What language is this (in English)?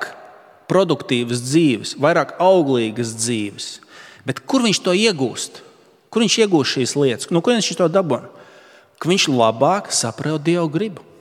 Latvian